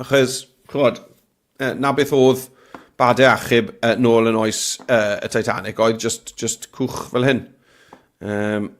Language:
Welsh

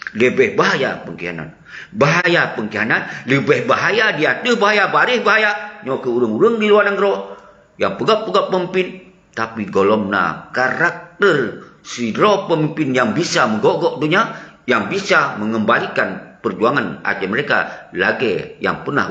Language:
Achinese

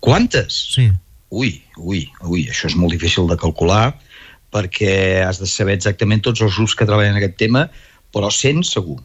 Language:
Catalan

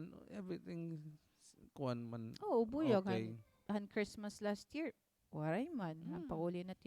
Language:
Waray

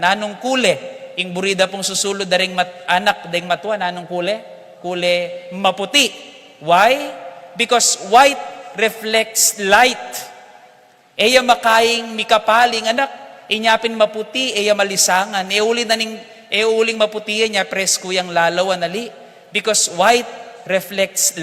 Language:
Pampanga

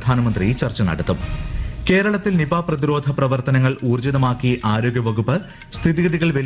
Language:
Malayalam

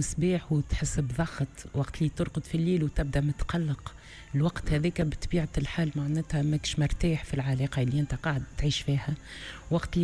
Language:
Tunisian Arabic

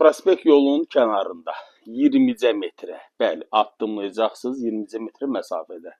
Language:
Azerbaijani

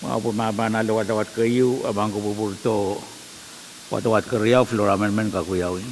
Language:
Pohnpeian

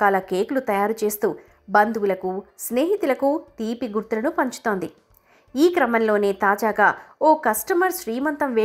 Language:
Telugu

